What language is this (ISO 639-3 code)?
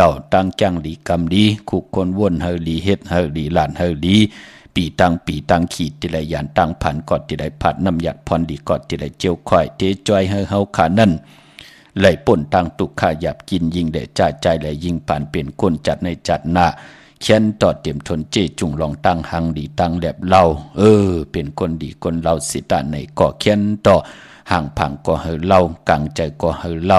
shn